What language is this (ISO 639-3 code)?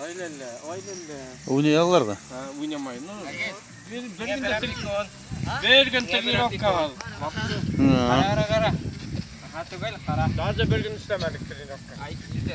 bak